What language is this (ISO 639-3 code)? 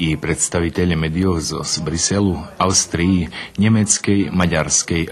rue